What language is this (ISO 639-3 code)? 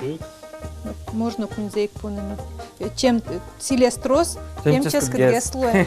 udm